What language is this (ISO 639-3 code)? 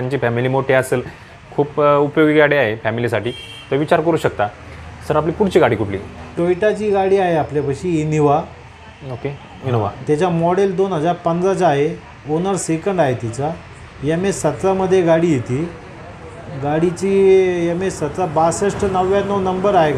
mar